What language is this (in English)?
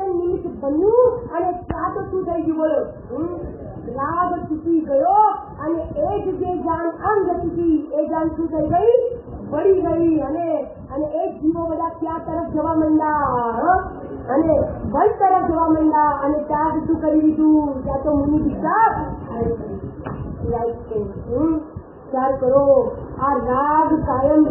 Gujarati